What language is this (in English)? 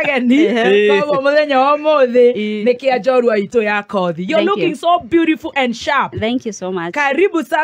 Kikuyu